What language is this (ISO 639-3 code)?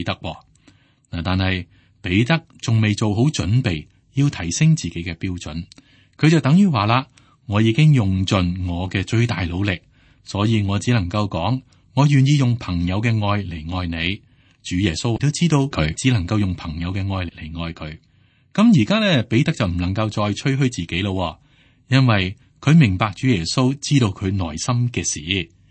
yue